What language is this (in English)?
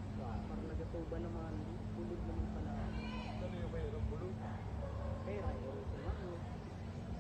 Bikol